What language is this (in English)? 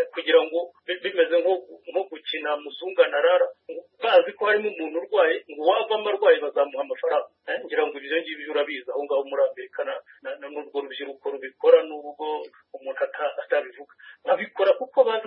Kinyarwanda